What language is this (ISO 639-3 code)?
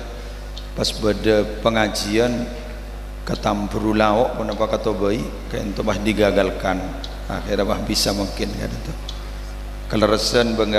mad